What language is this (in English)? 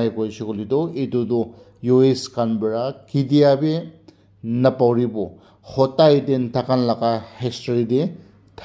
Naga Pidgin